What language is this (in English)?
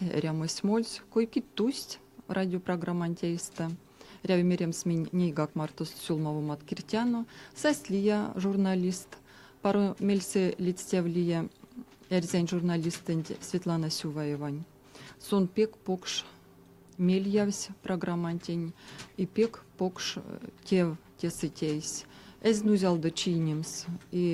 Erzya